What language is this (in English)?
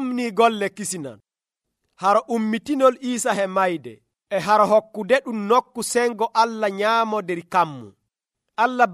Nigerian Fulfulde